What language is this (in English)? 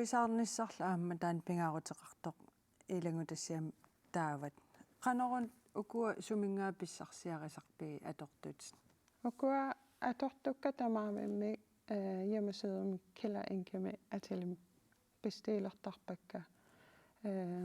Kalaallisut